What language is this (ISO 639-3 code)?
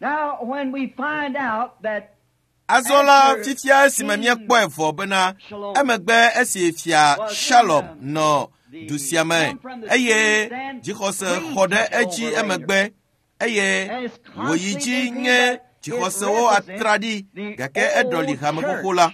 ewe